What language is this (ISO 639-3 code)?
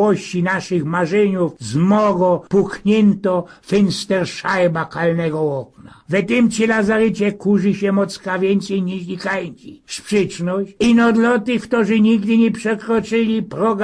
szl